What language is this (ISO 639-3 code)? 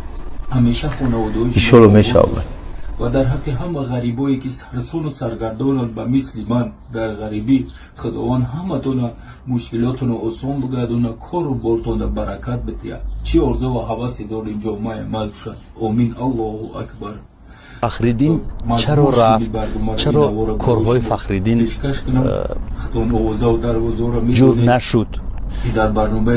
tgk